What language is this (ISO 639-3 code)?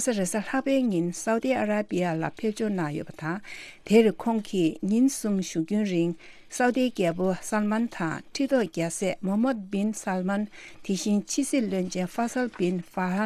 bod